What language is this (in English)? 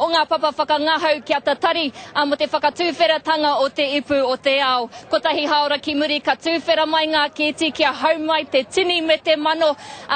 Māori